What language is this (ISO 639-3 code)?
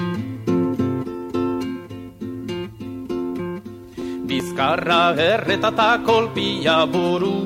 eus